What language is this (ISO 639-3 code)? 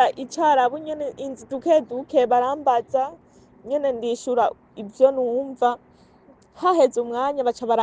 run